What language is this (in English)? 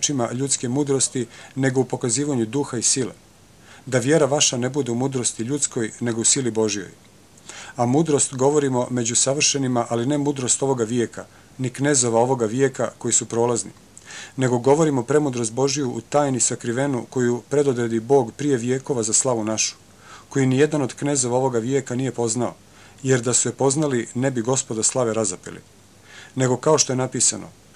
Croatian